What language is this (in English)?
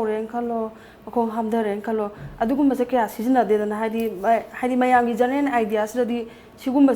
Manipuri